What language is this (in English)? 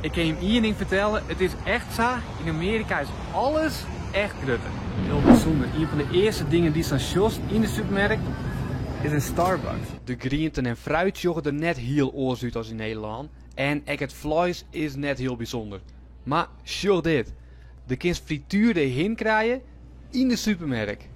Western Frisian